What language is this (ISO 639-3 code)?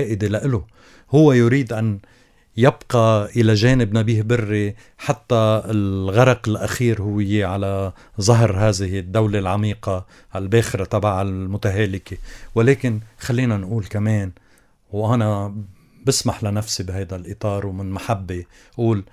apc